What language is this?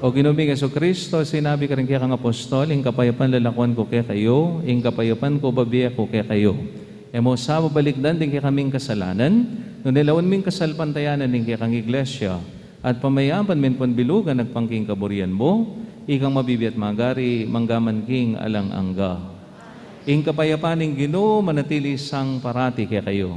Pampanga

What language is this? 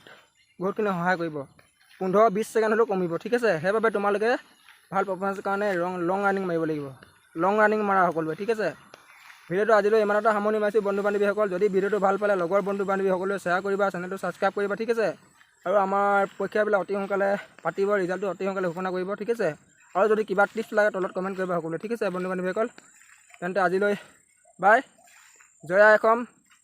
Assamese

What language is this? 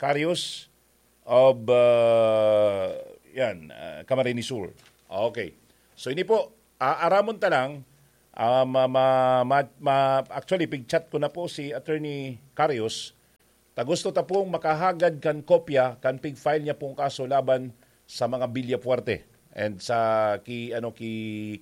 Bikol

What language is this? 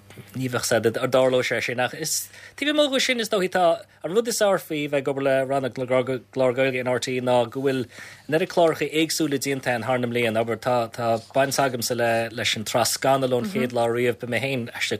Irish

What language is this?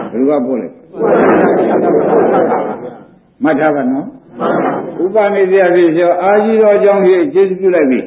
Burmese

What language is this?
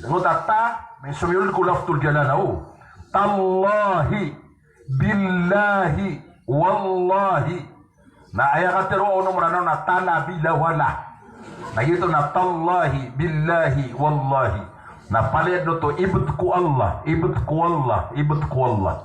Maranao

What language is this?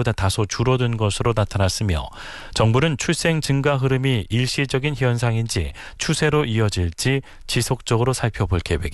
Korean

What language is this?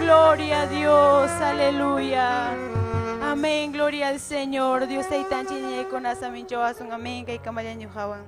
Ayacucho Quechua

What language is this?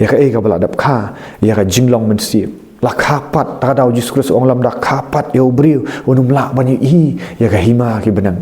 Khasi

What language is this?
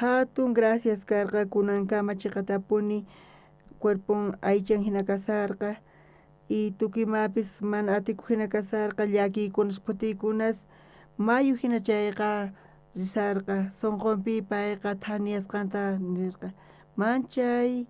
South Bolivian Quechua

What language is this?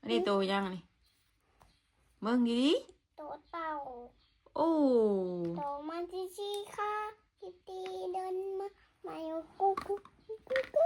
Northeastern Thai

